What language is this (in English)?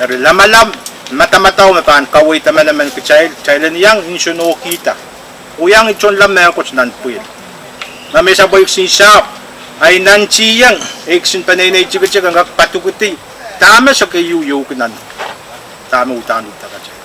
Pohnpeian